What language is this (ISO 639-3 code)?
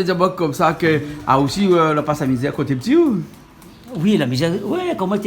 rcf